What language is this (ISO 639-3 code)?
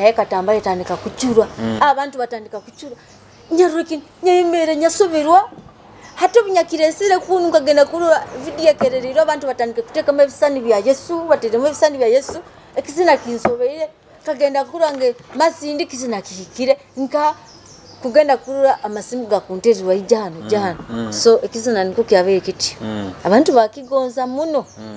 nyo